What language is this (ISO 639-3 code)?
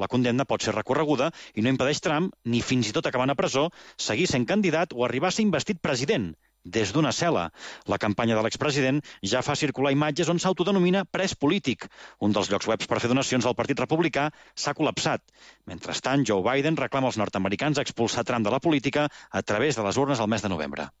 cat